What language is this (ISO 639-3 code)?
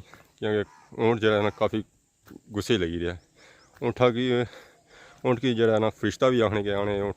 phr